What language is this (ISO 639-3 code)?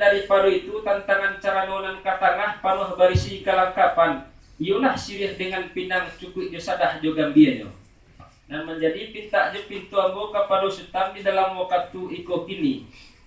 min